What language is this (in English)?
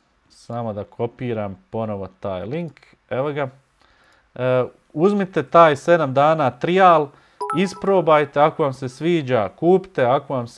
Bosnian